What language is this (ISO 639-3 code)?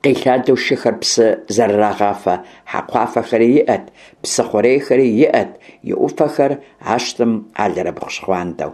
kbd